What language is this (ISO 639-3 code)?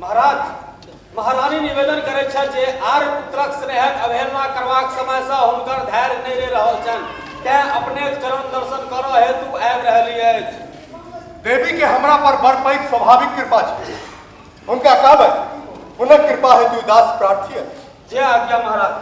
mai